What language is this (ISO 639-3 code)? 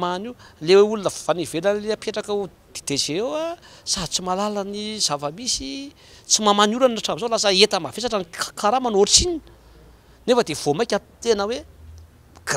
mlg